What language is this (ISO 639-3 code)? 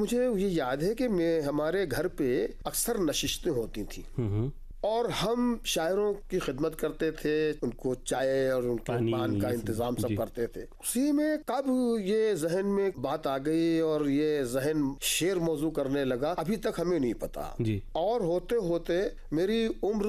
hin